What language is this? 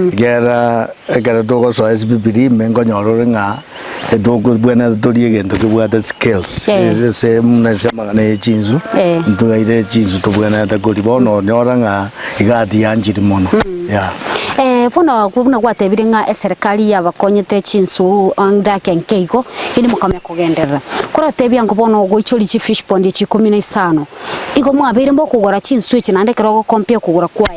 Gusii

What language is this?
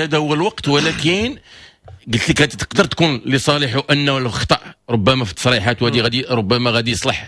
Moroccan Arabic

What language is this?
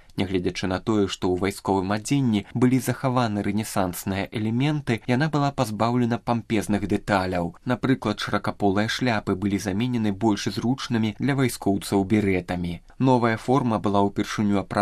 Belarusian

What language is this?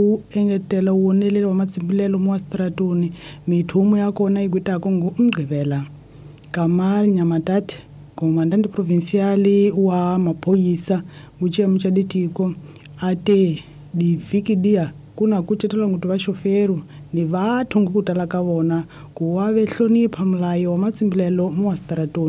Tsonga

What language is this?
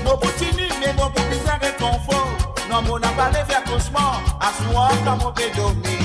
Morisyen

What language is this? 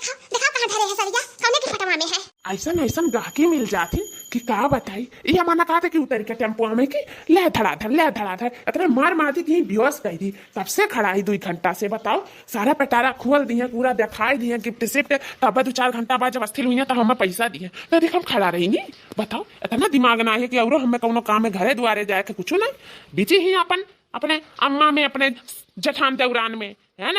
Awadhi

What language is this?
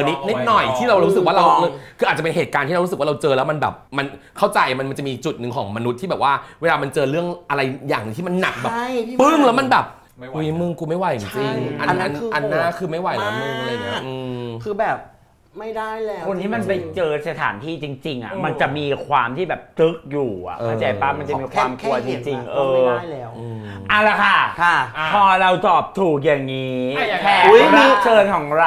Thai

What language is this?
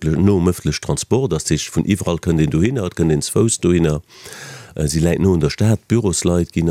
Luxembourgish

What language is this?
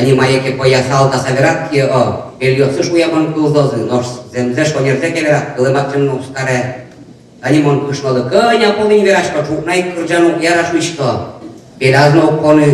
Udmurt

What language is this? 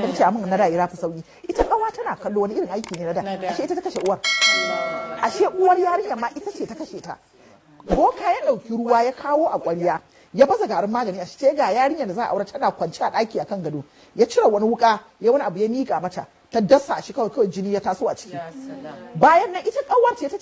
Hausa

